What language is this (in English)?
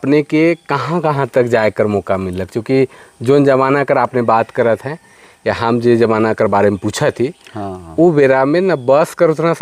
Sadri